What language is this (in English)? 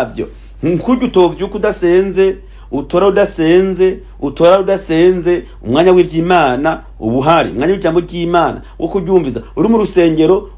Rundi